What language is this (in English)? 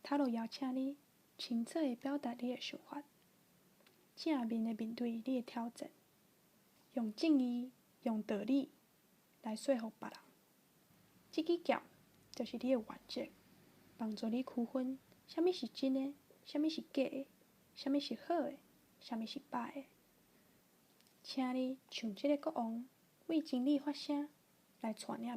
Min Nan Chinese